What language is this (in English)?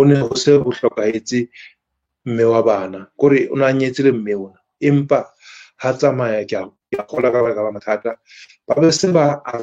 Southern Sotho